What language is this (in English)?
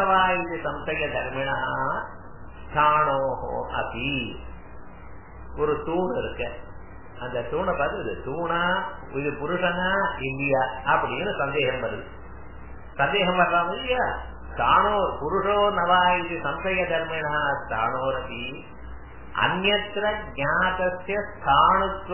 Tamil